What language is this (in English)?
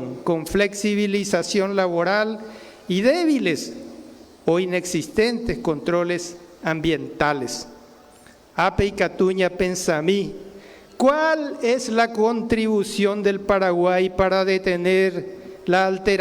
Guarani